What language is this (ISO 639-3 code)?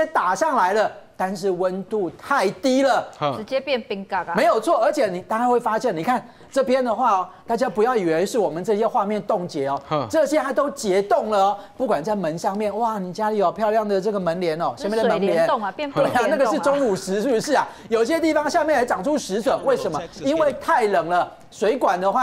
zho